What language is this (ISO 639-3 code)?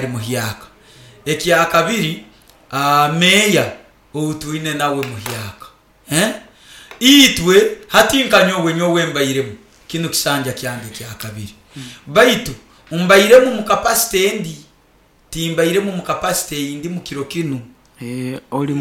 nyo